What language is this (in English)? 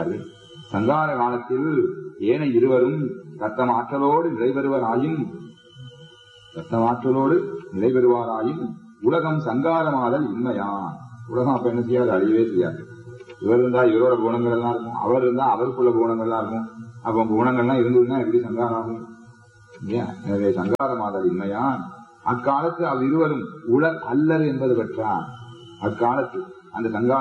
Tamil